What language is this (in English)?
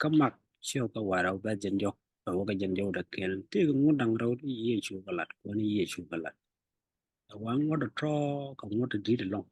Nuer